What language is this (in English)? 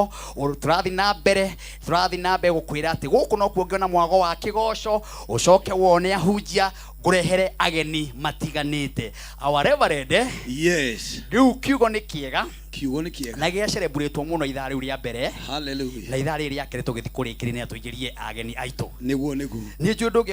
Kikuyu